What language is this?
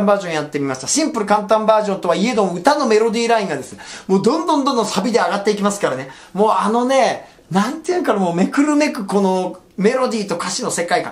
Japanese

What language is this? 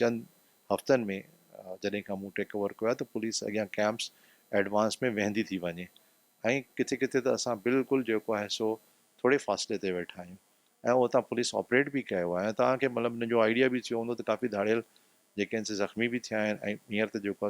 Sindhi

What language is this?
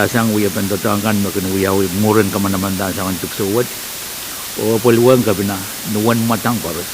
Pohnpeian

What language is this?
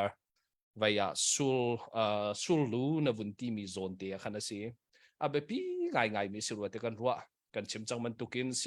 Hakha Chin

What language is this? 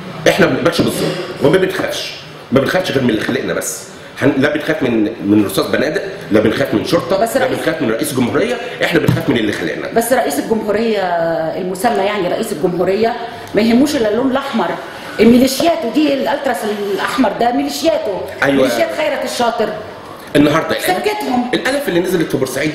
Egyptian Arabic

